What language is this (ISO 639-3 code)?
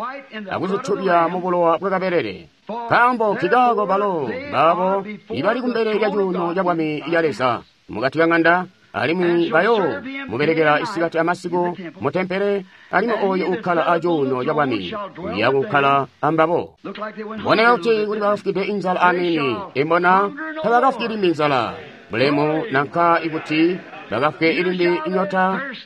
toi